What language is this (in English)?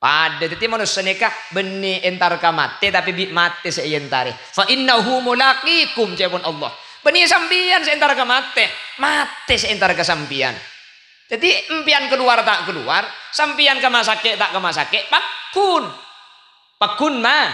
Madurese